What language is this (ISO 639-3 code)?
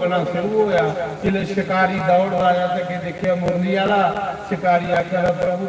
doi